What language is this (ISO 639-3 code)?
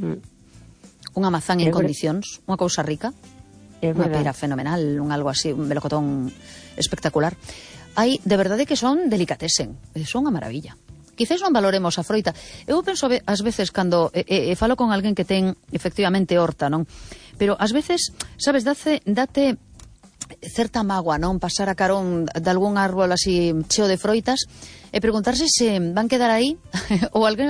glg